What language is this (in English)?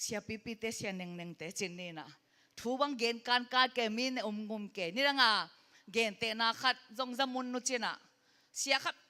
Tedim Chin